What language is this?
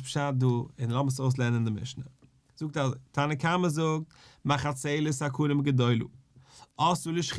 Yiddish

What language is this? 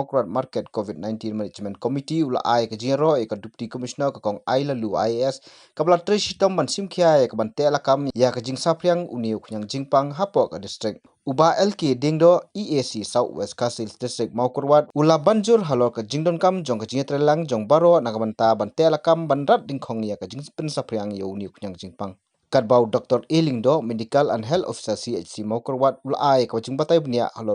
Khasi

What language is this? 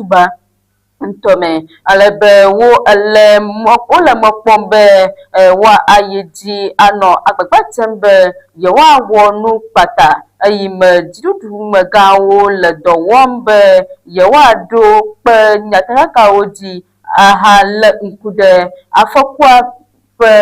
Ewe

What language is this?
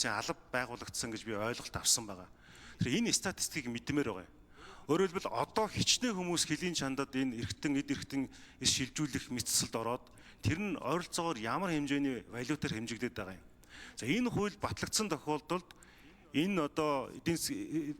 Mongolian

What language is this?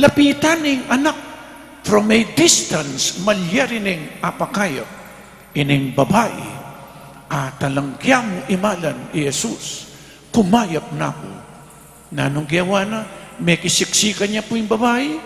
Pampanga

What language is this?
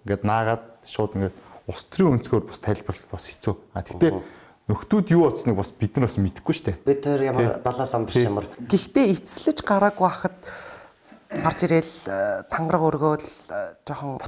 Mongolian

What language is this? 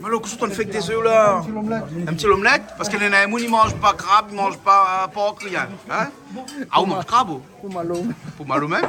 Réunion Creole French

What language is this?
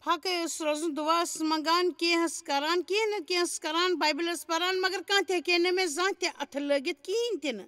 Kashmiri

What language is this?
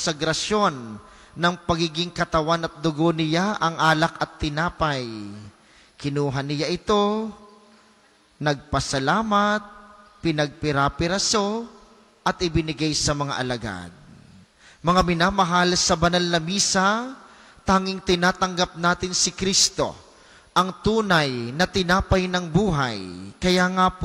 Filipino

